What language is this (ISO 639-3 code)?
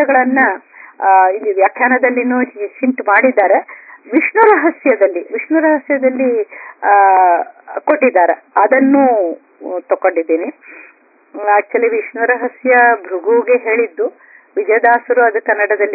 kan